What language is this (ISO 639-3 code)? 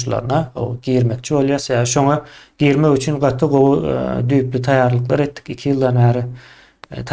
tuk